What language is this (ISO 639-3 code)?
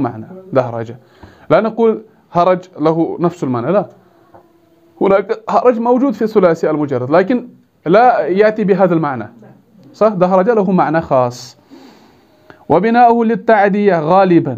ara